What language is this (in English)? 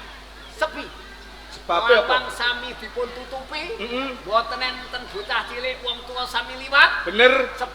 Javanese